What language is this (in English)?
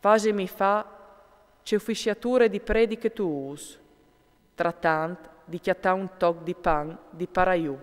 Friulian